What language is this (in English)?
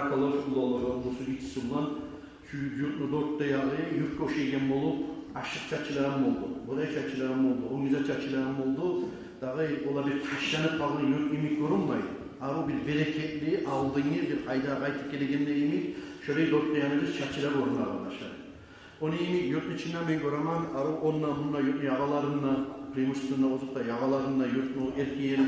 Kumyk